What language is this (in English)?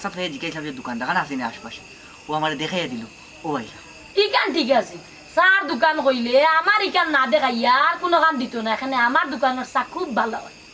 Sylheti